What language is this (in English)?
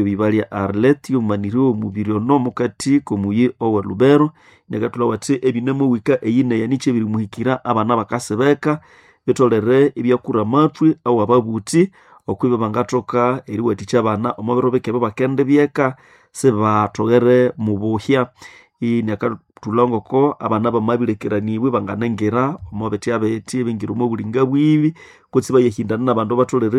Nande